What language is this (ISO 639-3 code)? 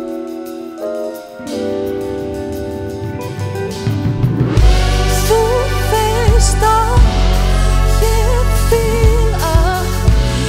isl